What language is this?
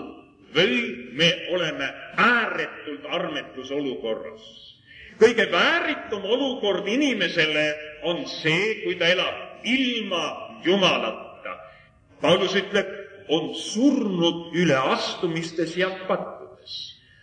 Estonian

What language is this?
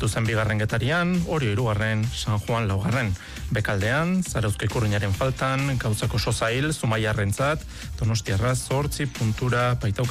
Basque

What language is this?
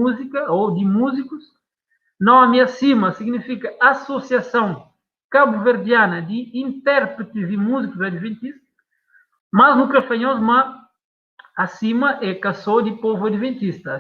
Kabuverdianu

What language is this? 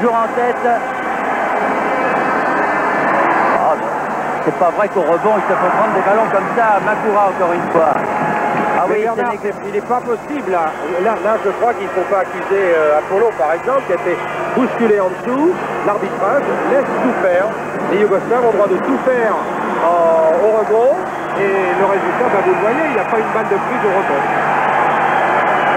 French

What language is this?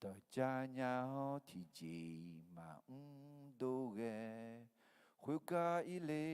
Akha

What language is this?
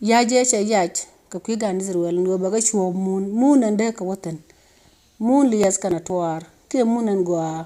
Nuer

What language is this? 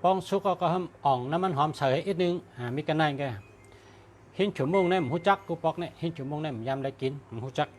Shan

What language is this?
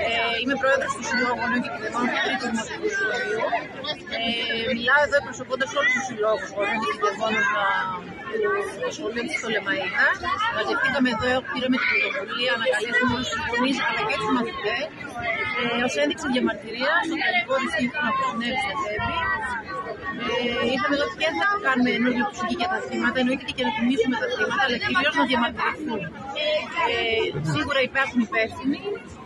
Greek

